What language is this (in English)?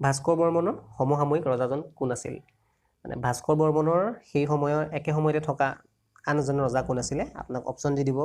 Assamese